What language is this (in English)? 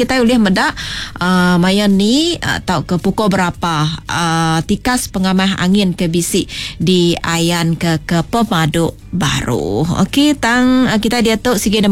Iban